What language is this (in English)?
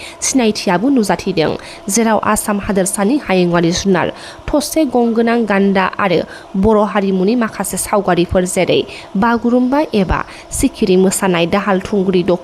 Bodo